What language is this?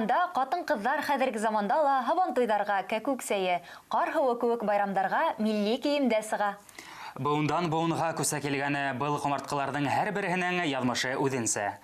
Bashkir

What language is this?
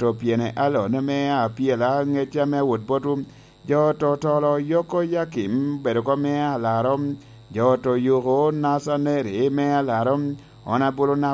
Lango (Uganda)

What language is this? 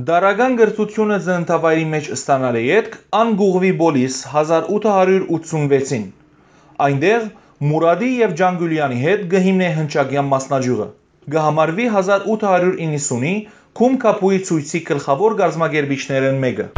Western Armenian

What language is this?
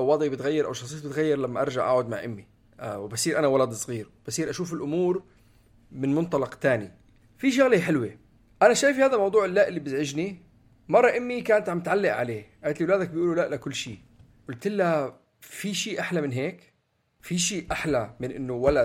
North Levantine Arabic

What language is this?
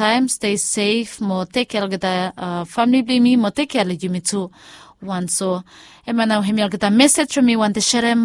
Bislama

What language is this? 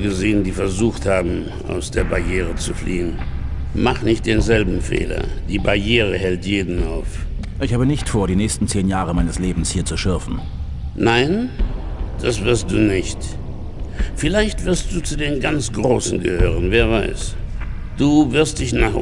Bavarian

